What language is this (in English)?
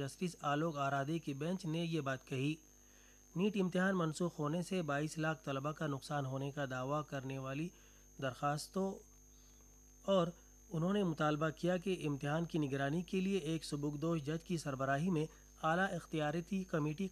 Urdu